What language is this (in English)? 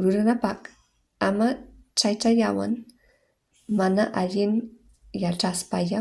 Quechua